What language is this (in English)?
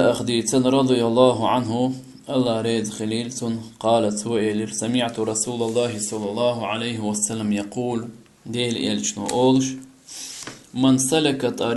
Chechen